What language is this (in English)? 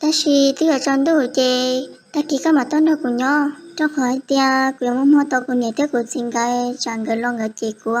Hmong